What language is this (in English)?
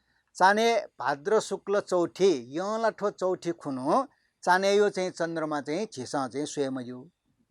Newari